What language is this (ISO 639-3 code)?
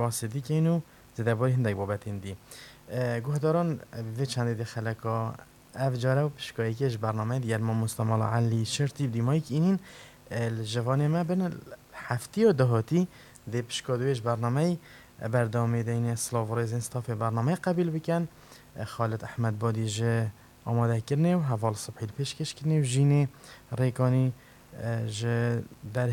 kur